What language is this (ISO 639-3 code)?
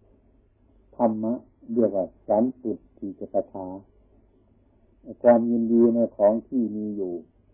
tha